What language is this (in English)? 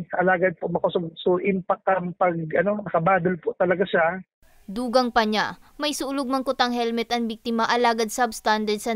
Bikol